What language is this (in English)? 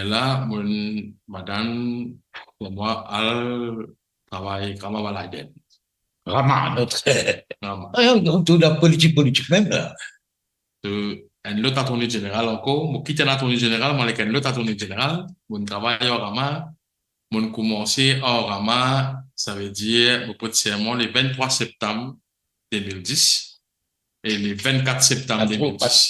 Morisyen